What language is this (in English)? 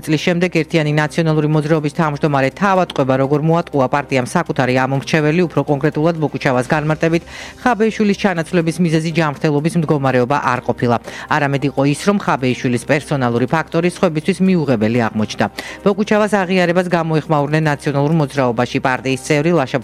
Georgian